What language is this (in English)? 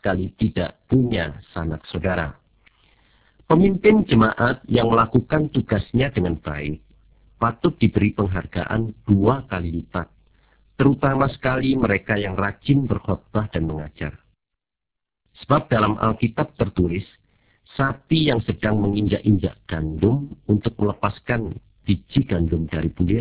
Indonesian